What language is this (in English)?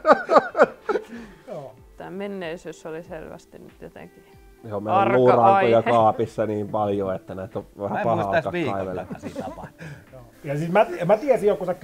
Finnish